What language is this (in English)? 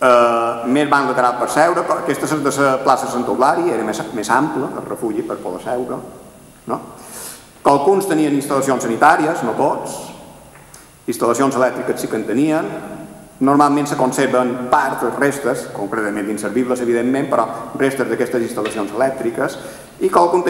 Catalan